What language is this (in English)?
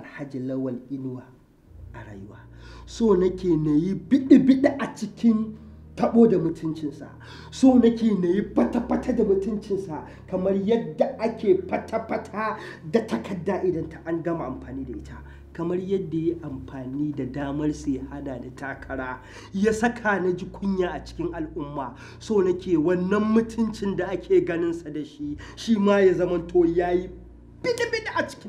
Hausa